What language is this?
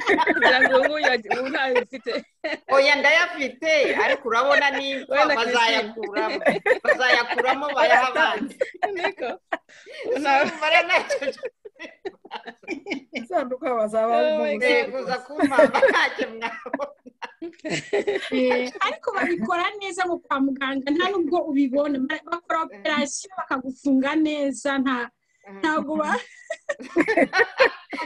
Kinyarwanda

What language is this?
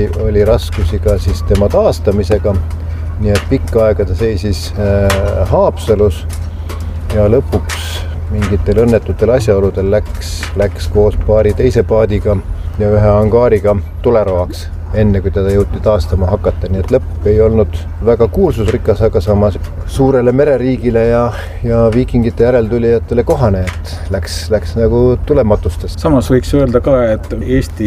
Estonian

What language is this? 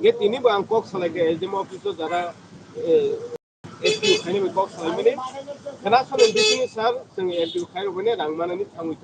Kok Borok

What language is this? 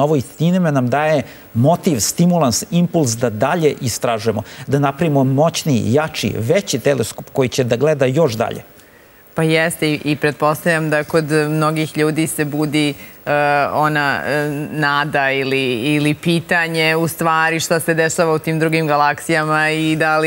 Serbian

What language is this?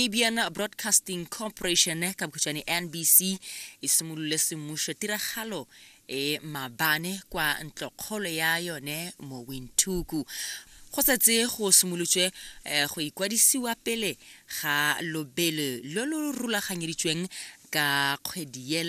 Tswana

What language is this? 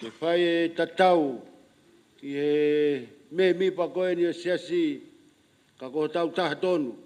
Tongan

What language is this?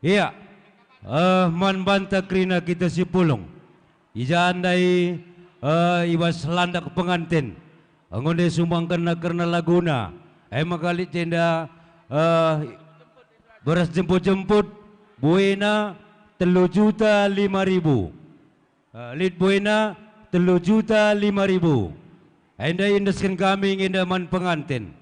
Batak Karo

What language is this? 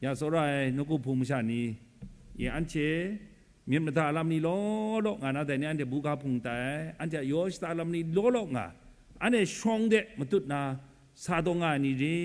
Kachin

